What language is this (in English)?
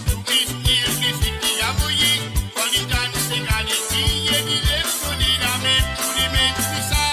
Morisyen